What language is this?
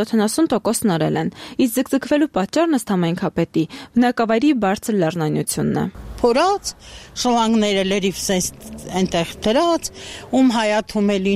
Armenian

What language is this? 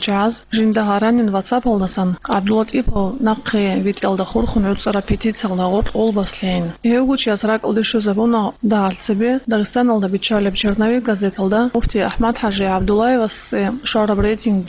Avaric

